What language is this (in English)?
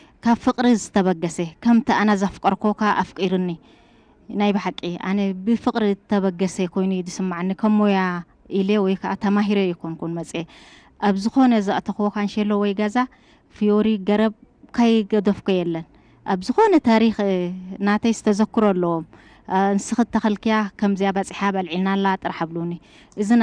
Tigrinya